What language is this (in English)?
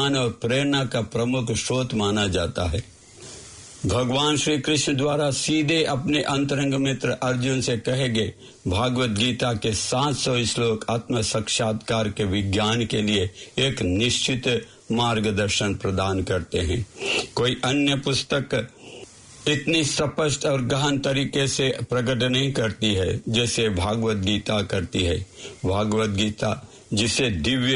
Hindi